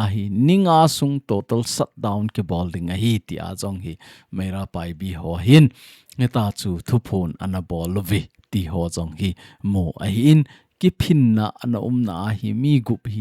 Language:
Thado Chin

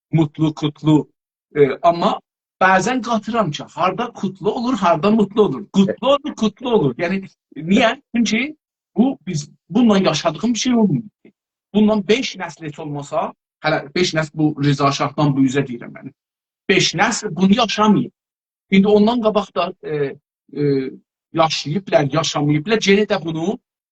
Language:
South Azerbaijani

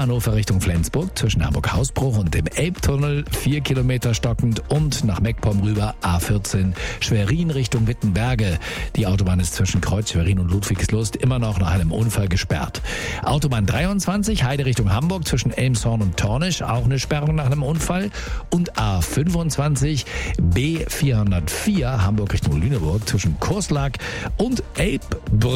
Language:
German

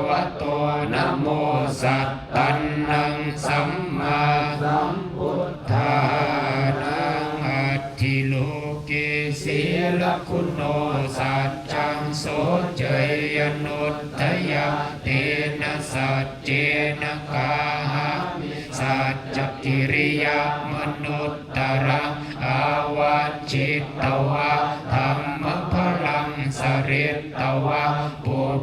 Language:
Pali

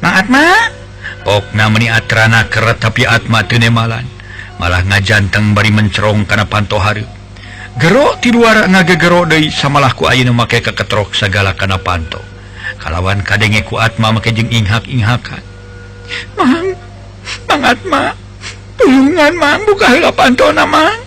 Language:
Sundanese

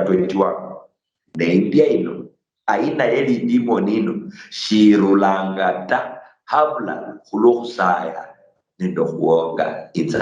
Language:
Luyia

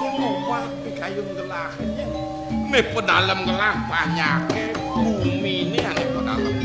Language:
Balinese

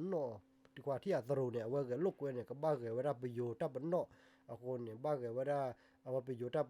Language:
S'gaw Karen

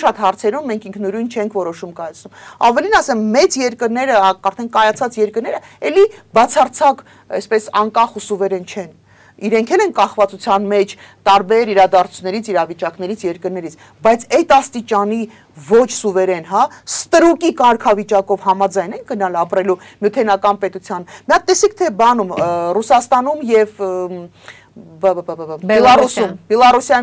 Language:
Armenian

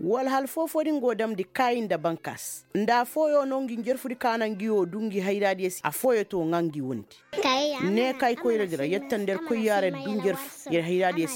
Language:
Koyraboro Senni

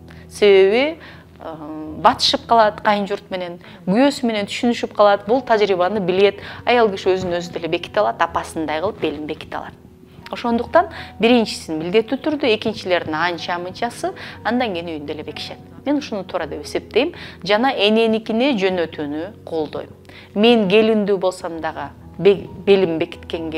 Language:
Kyrgyz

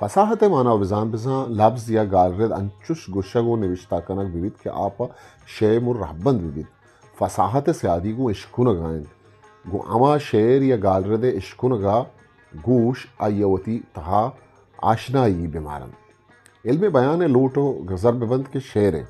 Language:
Eastern Balochi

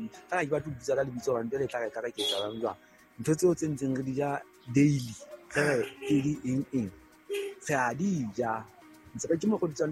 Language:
Southern Sotho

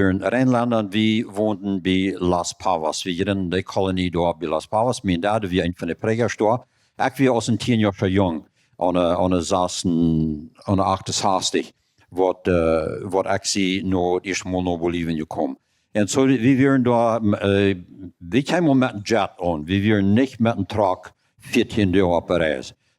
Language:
Plautdietsch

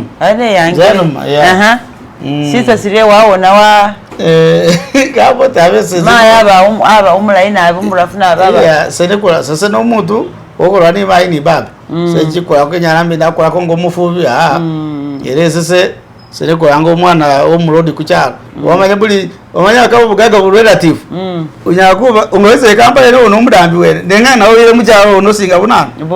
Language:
Masaaba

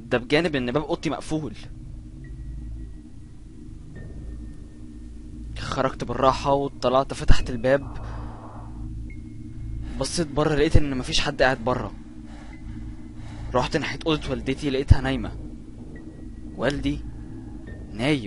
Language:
Egyptian Arabic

